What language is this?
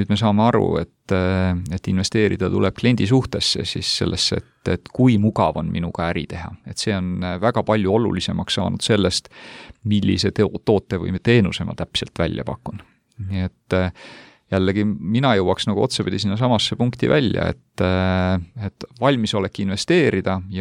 Estonian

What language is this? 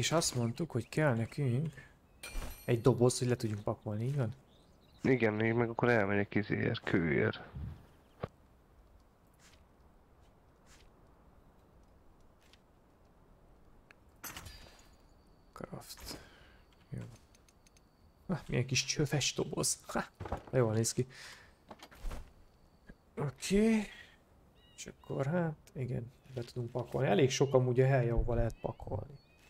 Hungarian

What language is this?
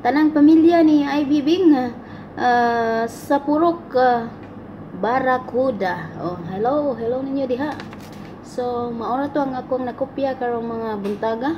Cebuano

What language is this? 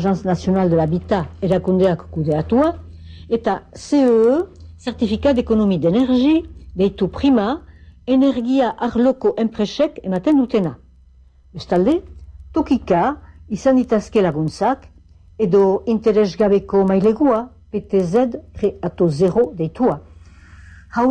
Basque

